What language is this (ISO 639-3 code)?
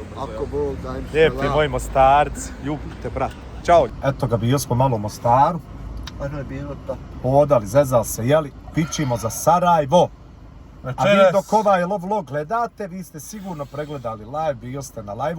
bos